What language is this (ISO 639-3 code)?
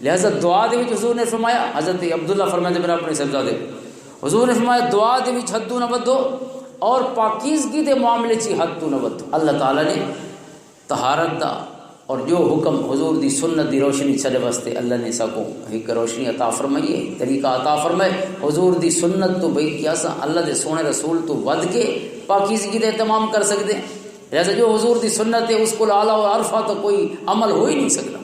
lah